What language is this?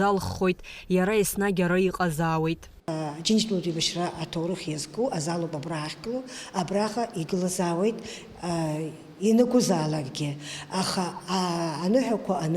Abkhazian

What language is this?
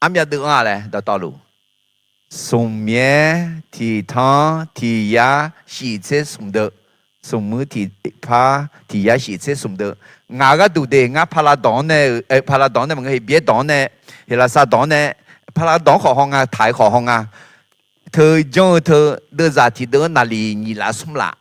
Akha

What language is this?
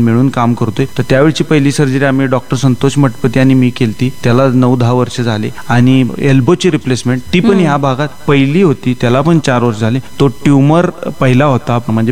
Marathi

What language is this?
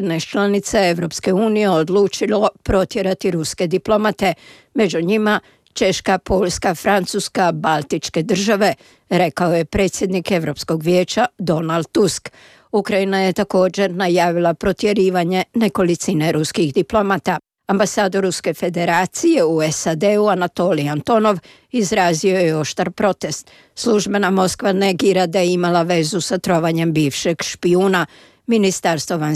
Croatian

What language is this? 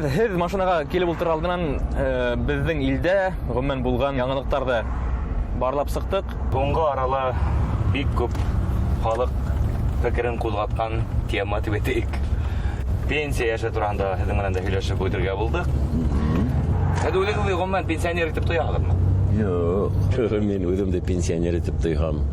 Bashkir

